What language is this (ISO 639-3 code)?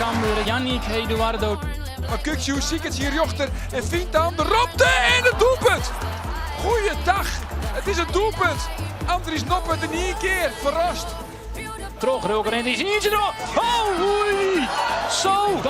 fry